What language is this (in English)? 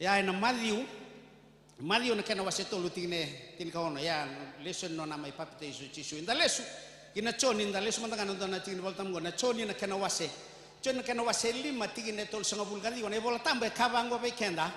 Fijian